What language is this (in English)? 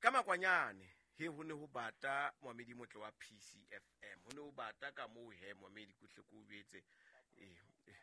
Southern Sotho